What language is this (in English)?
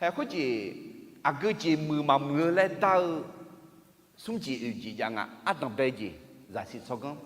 Akha